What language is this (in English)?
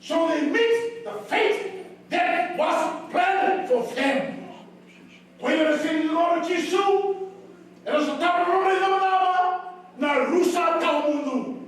Fijian